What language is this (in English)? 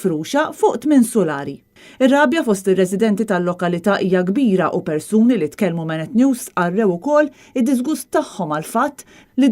Maltese